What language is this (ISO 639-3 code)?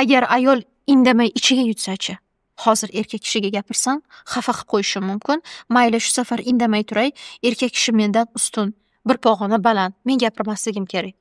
uzb